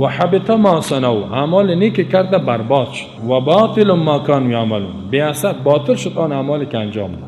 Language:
Persian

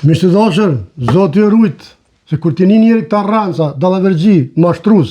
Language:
Albanian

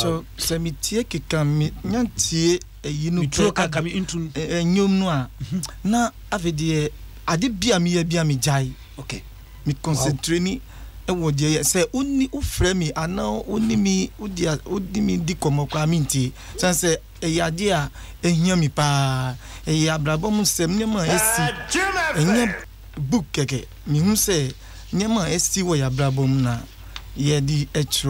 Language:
Akan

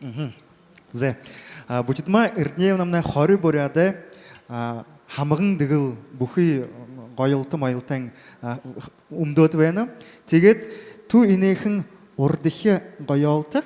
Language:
Buriat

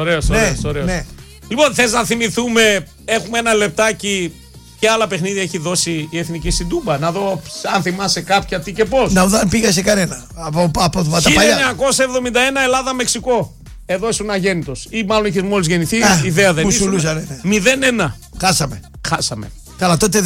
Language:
Greek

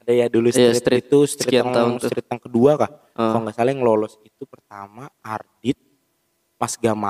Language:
Indonesian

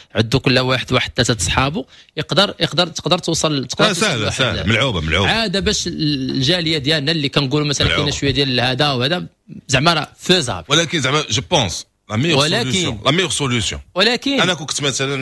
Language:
Moroccan Arabic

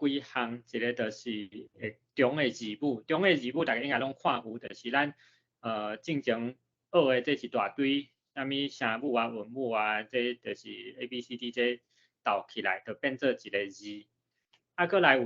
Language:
Min Nan Chinese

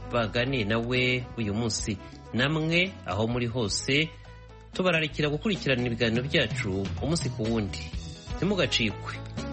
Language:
Kinyarwanda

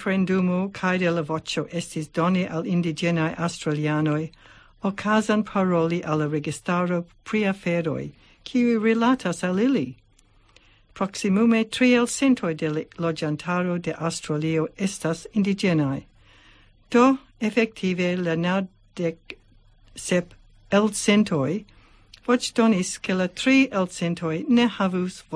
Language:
Esperanto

